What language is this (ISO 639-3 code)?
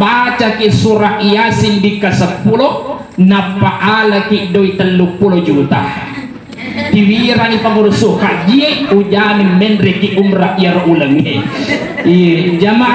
bug